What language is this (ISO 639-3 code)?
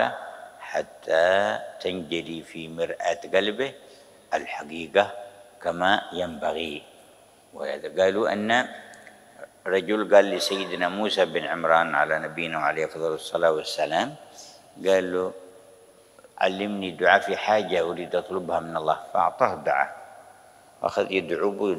ara